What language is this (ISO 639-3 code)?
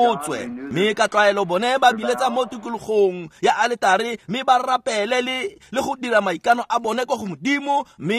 tsn